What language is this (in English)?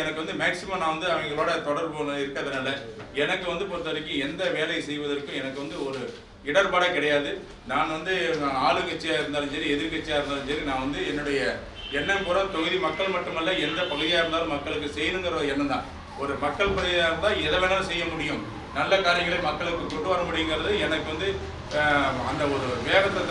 Tamil